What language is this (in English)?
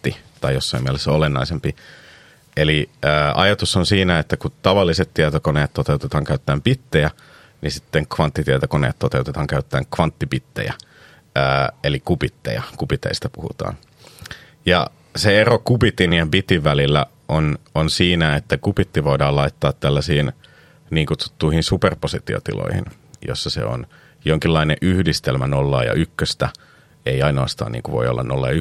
Finnish